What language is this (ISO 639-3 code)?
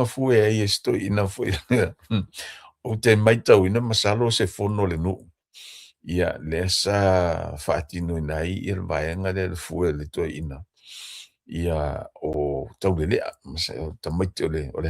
smo